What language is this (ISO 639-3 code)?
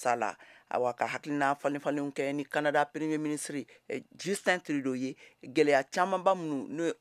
bam